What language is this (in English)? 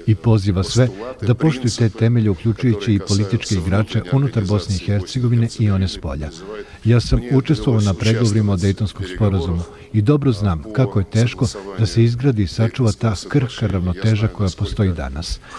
Bosnian